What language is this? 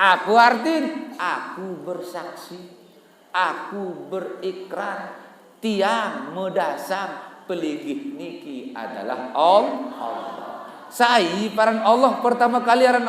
Sasak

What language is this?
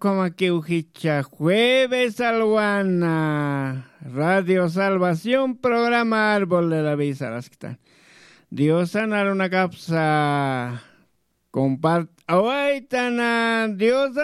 Aymara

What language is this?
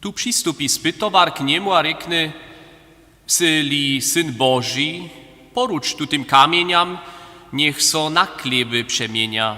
Upper Sorbian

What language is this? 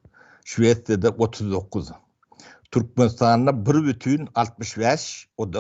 Turkmen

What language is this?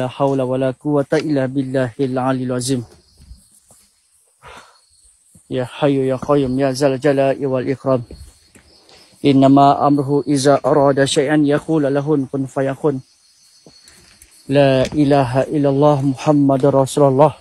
Malay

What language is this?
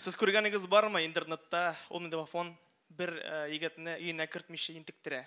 Tatar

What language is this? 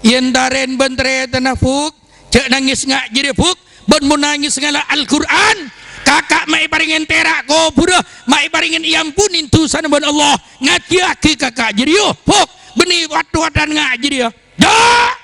Madurese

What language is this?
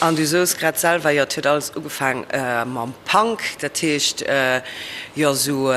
Luxembourgish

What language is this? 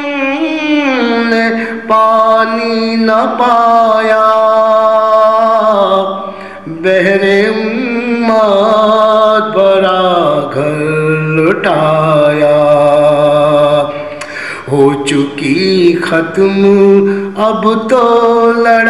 Urdu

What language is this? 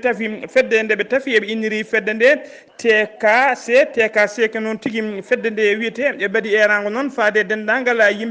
Fula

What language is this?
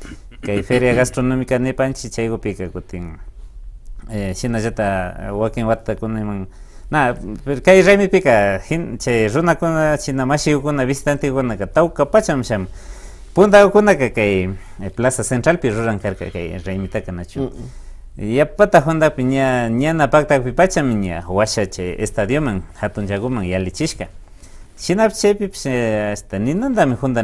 Imbabura Highland Quichua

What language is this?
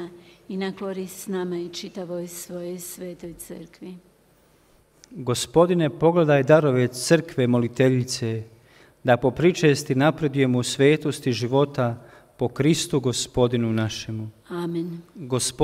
Croatian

